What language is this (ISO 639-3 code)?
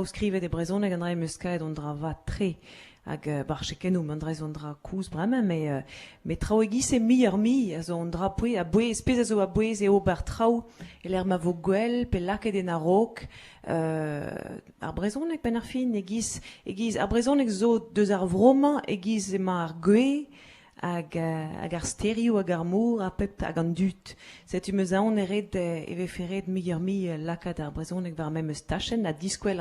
bre